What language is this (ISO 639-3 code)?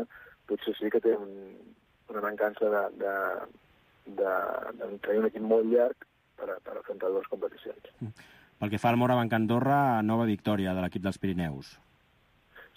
cat